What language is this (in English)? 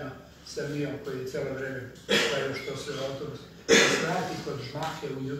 Serbian